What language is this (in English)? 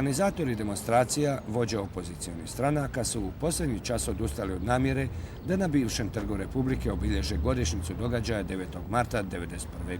Bosnian